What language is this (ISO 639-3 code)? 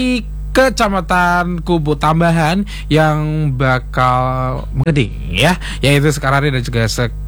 ind